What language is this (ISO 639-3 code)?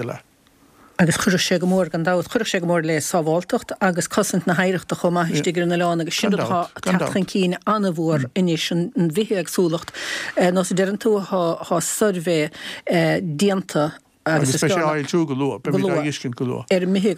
gle